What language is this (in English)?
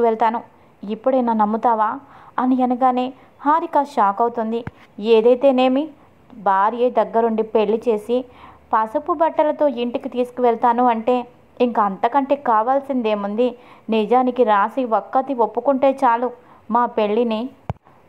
Telugu